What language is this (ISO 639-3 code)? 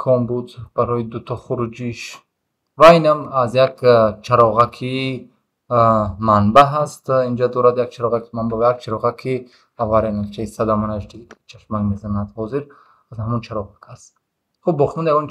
tgk